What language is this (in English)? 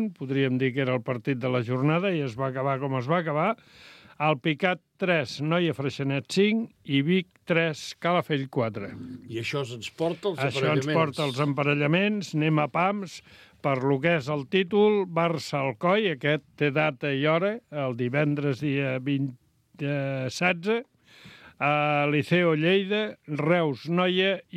Catalan